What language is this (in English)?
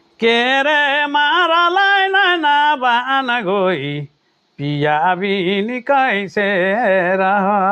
Sadri